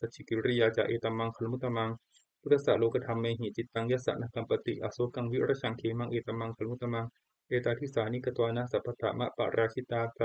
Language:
Pali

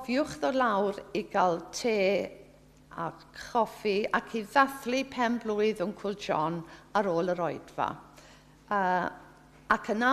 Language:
Welsh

